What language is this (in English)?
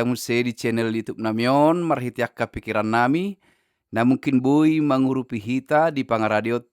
Batak Toba